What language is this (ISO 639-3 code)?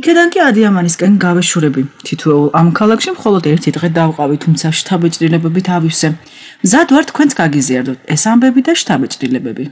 kat